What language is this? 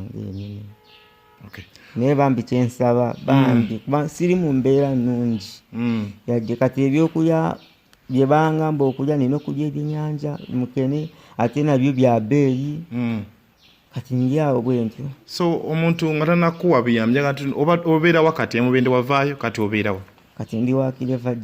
Ganda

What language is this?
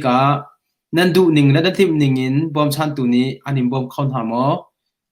Hakha Chin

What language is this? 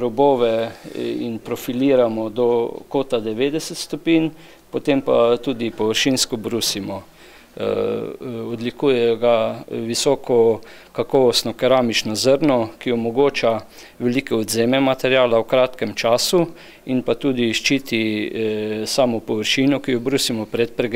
Slovenian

